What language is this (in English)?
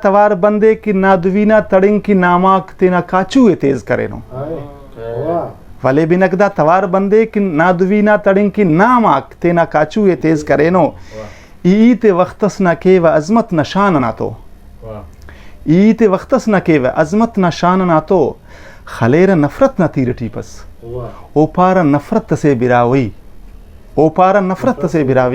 Brahui